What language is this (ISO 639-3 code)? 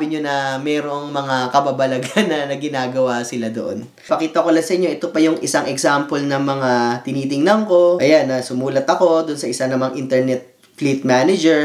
fil